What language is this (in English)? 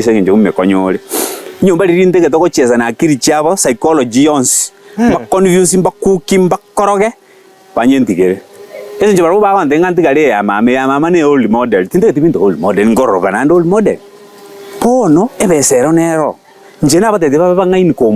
Gusii